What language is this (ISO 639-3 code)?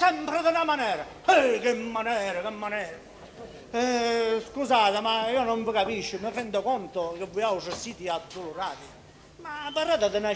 scn